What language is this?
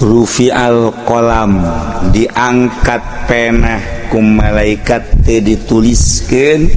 Sundanese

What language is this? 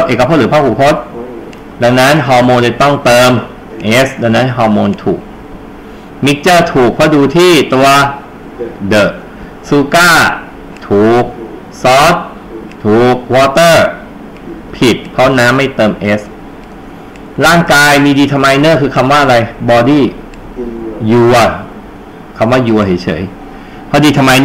Thai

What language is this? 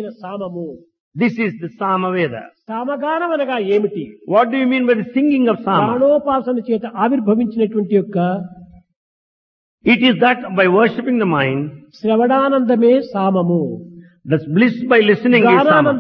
Telugu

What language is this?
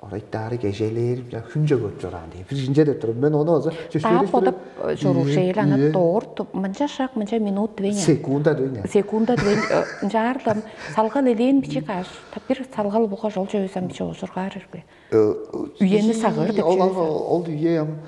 Tuvinian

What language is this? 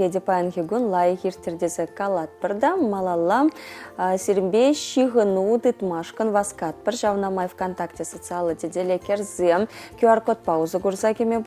Chuvash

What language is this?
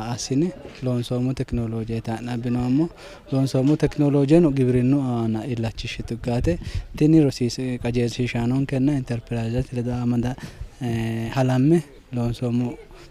Sidamo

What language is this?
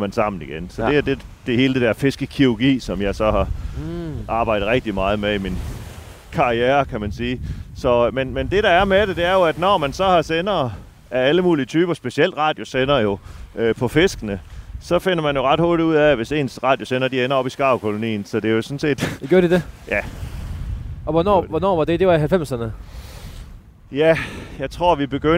Danish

